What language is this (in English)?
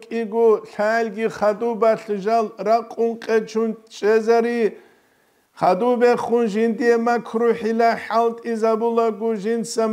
Avaric